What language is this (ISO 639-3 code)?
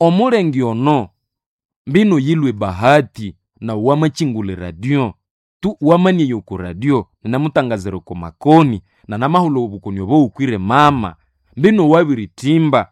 nnb